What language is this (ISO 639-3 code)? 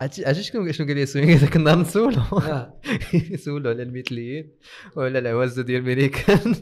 ary